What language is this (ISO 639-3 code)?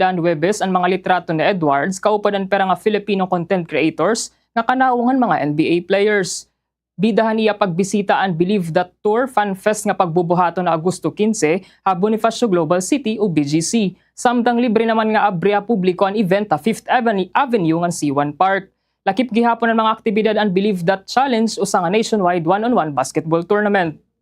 war